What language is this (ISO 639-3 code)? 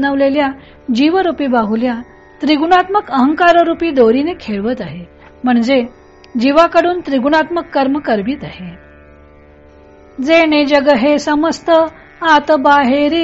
mar